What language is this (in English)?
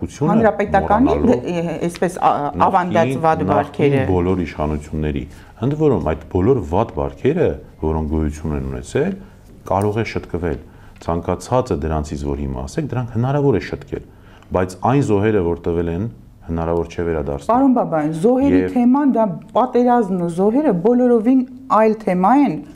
Armenian